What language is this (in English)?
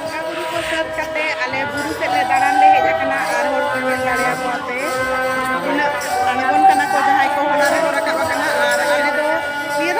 Santali